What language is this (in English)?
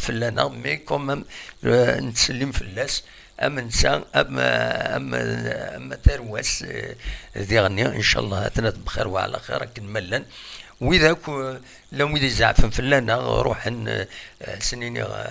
Kabyle